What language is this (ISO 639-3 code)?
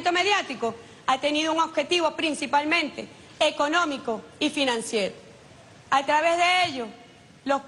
spa